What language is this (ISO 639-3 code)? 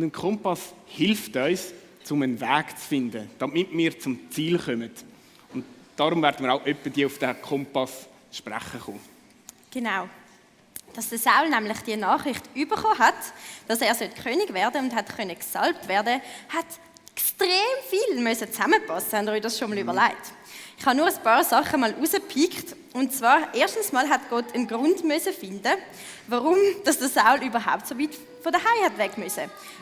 gsw